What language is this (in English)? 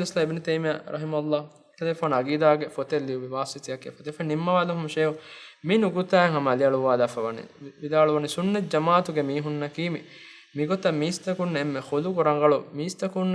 Divehi